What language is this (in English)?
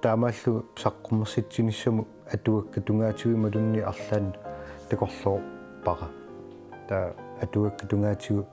Kalaallisut